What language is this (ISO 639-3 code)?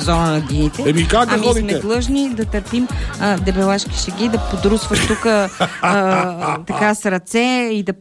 bul